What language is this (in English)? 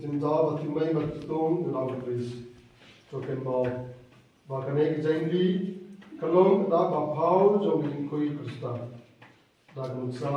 Khasi